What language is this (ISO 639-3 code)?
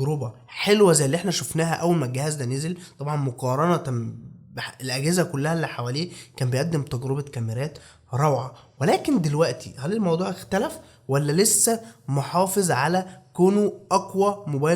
arz